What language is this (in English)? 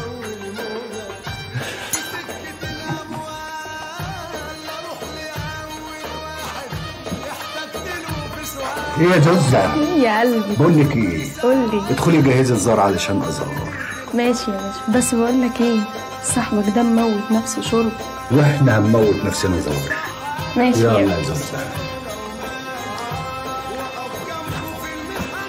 Egyptian Arabic